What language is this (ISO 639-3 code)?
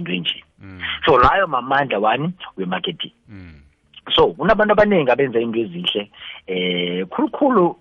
nbl